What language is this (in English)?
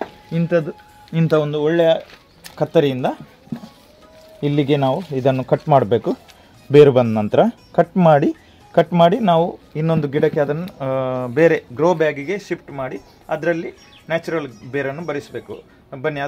Kannada